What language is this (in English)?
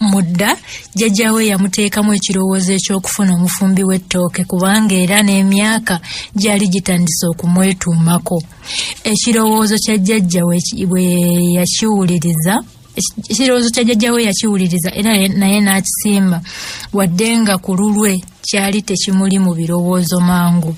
Ganda